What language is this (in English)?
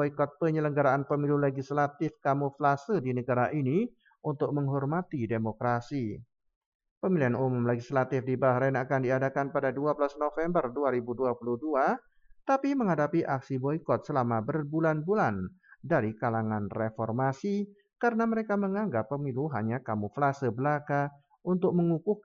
Indonesian